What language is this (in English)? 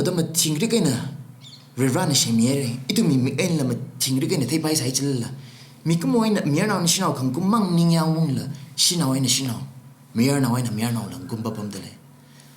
Tangkhul Naga (India)